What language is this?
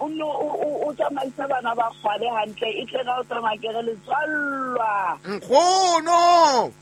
Southern Sotho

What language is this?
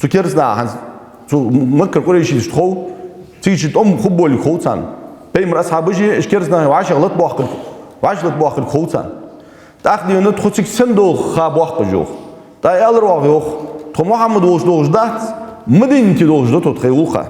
Ingush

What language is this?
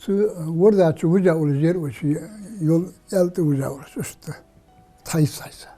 Ingush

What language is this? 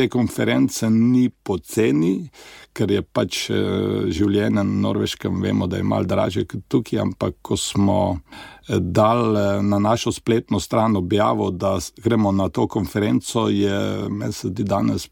Slovenian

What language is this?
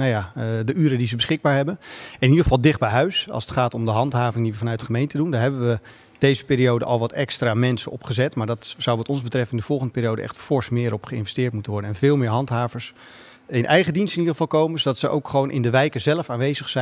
Dutch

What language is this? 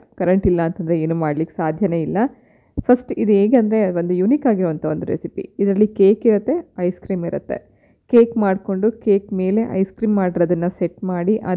Kannada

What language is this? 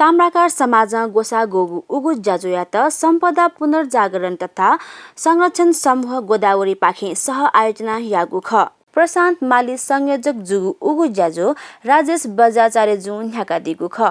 Newari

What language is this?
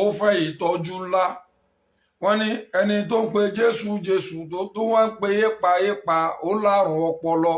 Yoruba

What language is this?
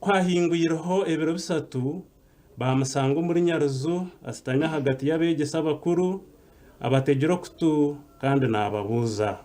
Nyankole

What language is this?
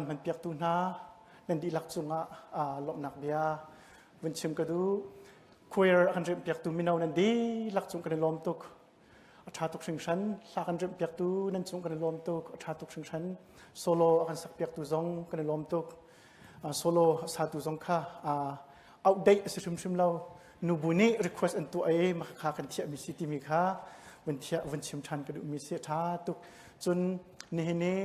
Hakha Chin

